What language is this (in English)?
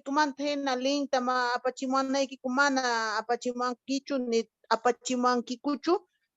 Quechua